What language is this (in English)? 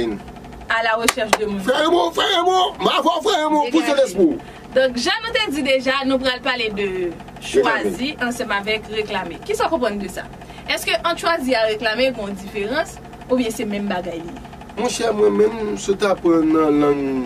Haitian Creole